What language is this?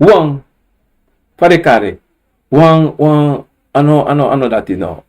Sranan Tongo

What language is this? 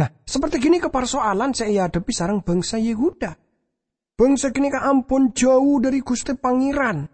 Madurese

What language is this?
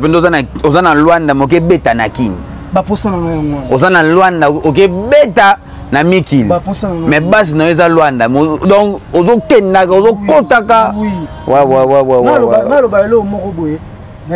Lingala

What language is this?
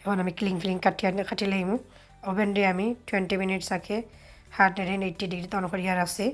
Sylheti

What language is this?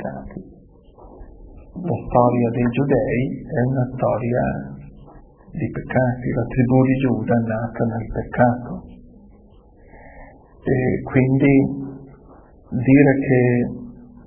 Italian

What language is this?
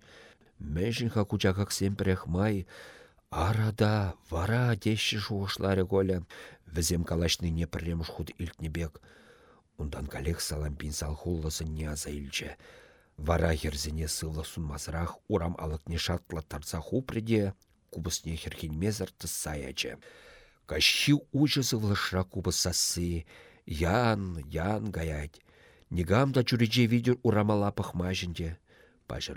Chuvash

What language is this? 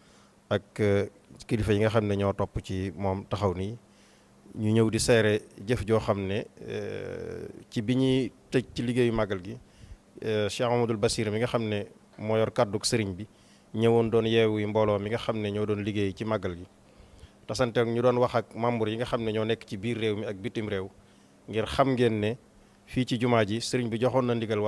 Wolof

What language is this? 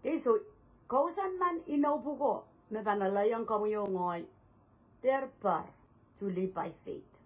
Pohnpeian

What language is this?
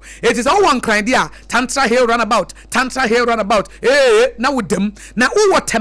Akan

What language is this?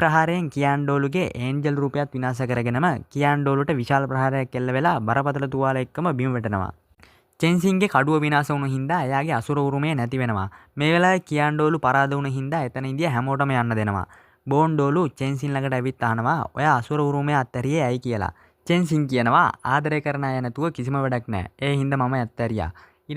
Sinhala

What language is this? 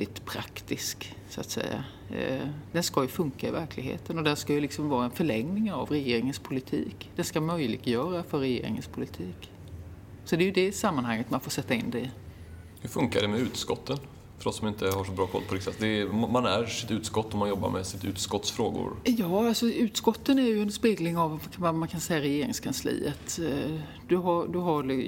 Swedish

